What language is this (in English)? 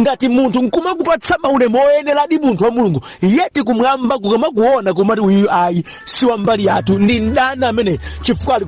Nyanja